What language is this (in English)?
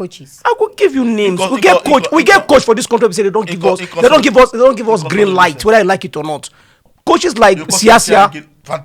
Nigerian Pidgin